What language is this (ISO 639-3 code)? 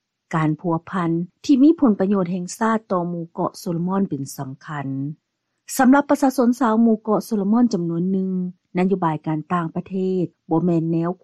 lao